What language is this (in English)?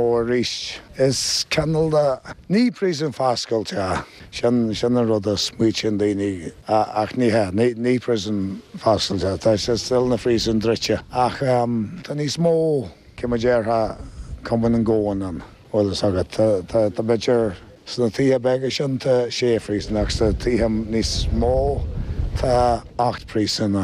Irish